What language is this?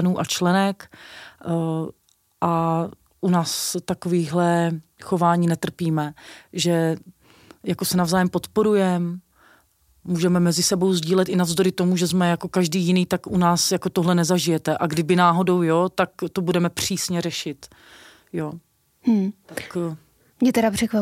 Czech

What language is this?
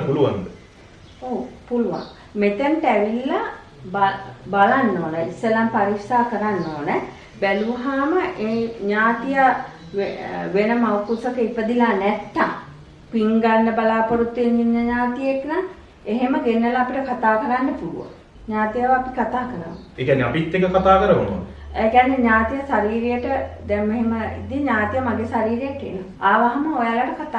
Sinhala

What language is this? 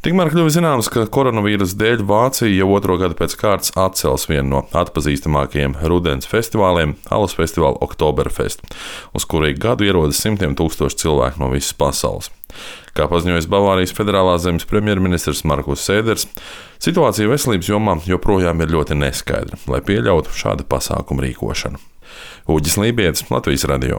Latvian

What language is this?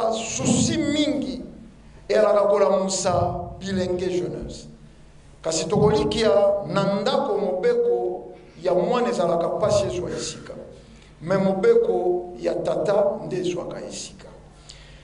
Lingala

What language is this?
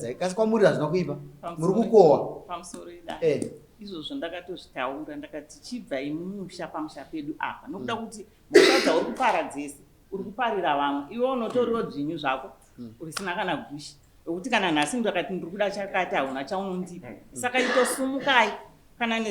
Shona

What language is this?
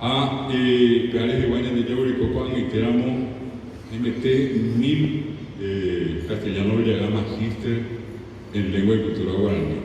Guarani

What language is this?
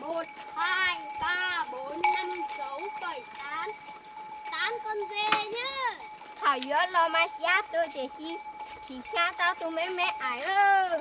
Hmong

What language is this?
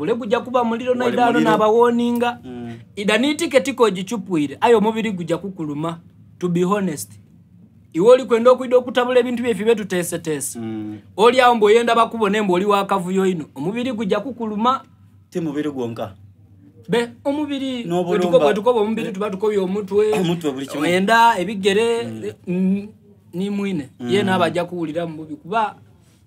Soga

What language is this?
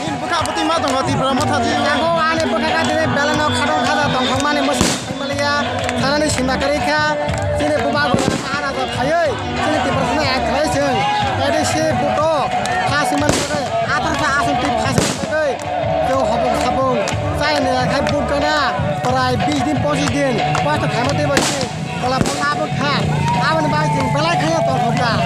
Kok Borok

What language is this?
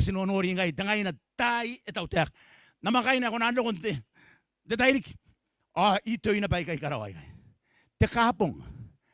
Gilbertese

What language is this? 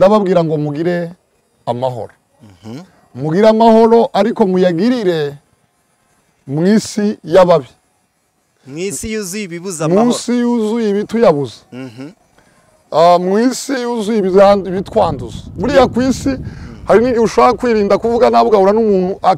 Kinyarwanda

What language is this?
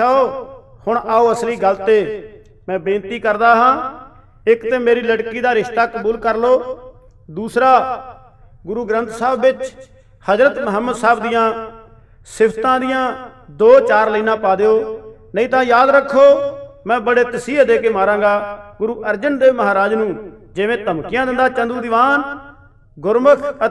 Punjabi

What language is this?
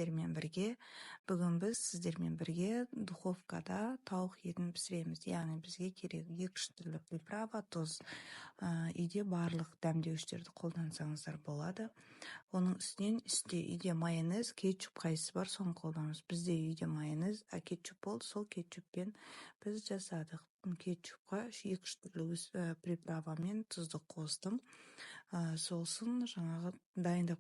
Kazakh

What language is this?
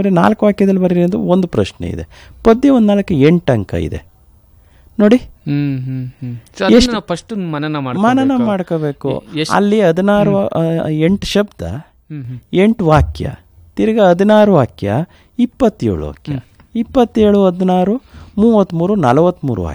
Kannada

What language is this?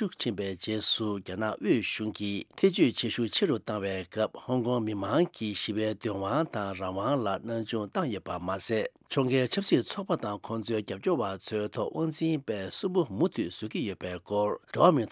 Tibetan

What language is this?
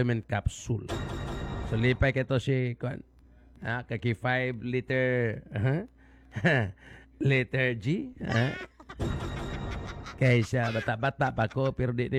Cebuano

